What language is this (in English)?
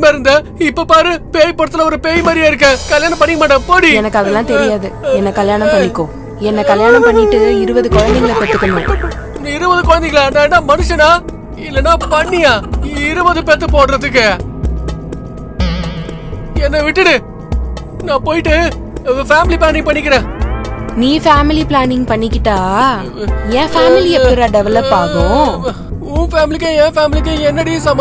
Tamil